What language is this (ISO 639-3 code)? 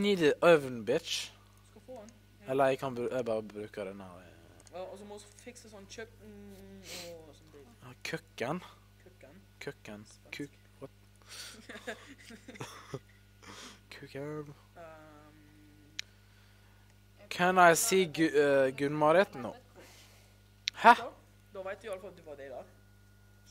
nor